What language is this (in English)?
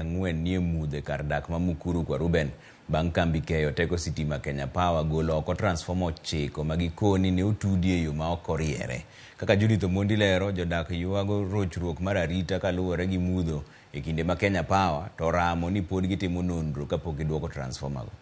Luo (Kenya and Tanzania)